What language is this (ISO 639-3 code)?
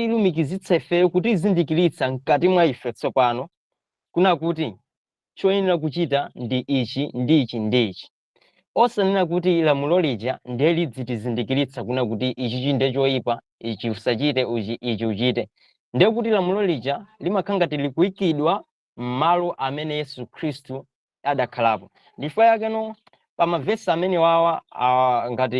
nya